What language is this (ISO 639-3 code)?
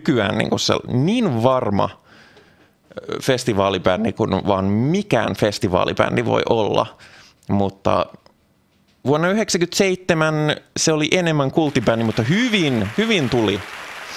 fin